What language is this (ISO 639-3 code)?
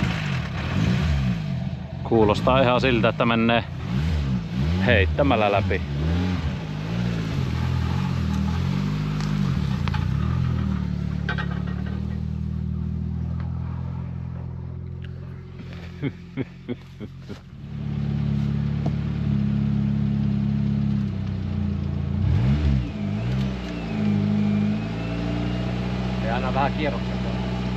fin